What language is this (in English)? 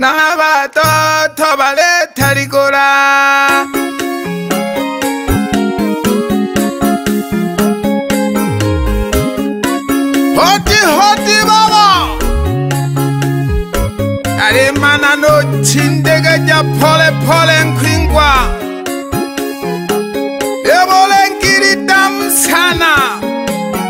Swahili